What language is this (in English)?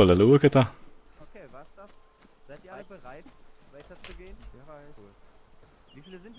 Swiss German